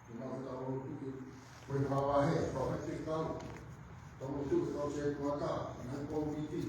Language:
Tongan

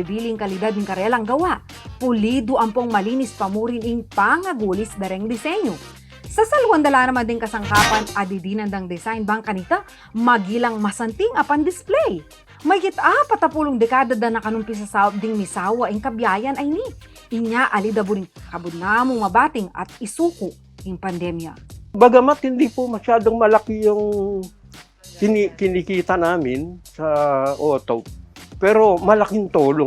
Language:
Pampanga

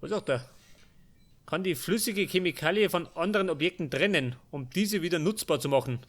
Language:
Bavarian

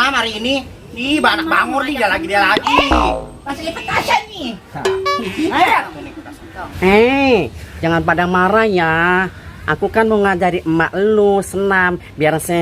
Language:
Betawi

